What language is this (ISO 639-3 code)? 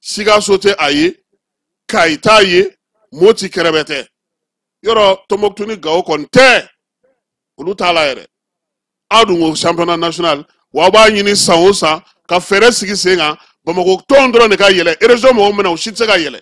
bam